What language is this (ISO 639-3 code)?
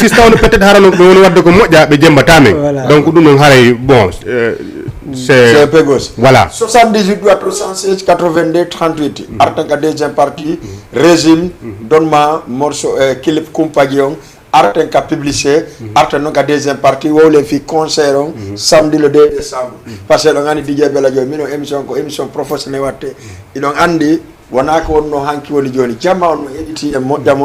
ful